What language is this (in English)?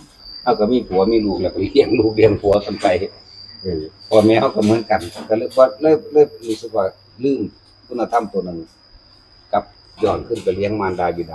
Northeastern Thai